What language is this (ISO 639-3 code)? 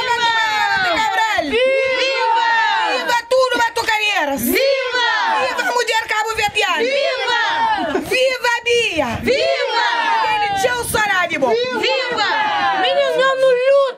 kea